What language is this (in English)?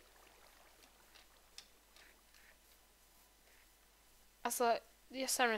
Swedish